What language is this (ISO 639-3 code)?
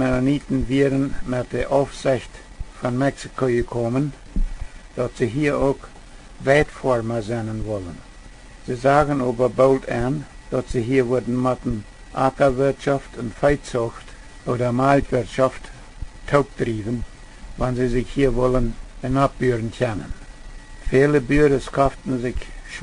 pdt